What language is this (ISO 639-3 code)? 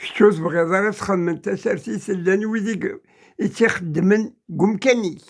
kab